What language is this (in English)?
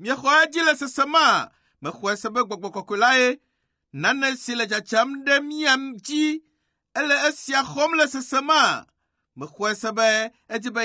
Ewe